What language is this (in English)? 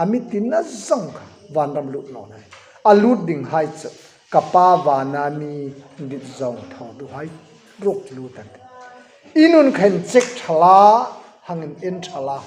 Hmar